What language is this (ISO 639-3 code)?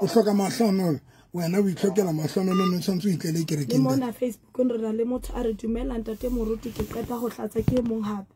sot